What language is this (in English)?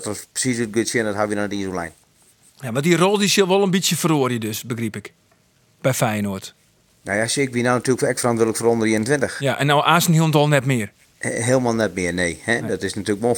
Western Frisian